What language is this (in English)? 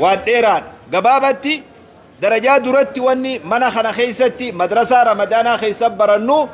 Oromo